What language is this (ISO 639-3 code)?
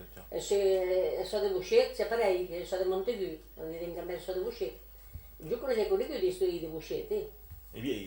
oci